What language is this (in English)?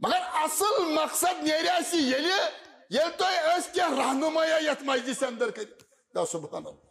Kashmiri